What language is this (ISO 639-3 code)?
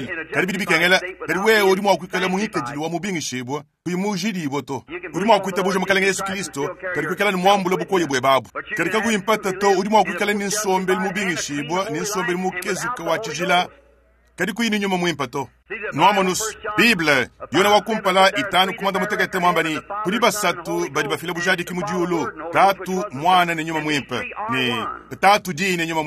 lua